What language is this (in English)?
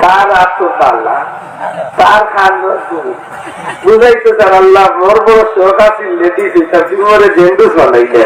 Sylheti